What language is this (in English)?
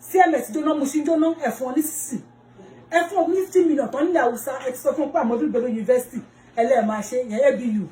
Yoruba